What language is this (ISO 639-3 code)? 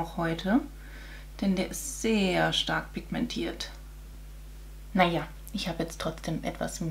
deu